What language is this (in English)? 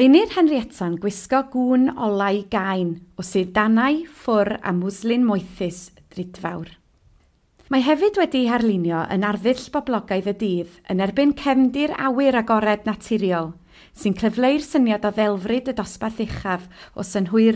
Welsh